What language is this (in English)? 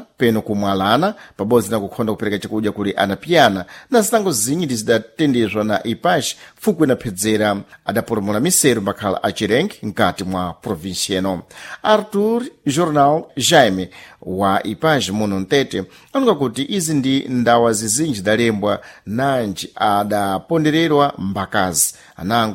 Sena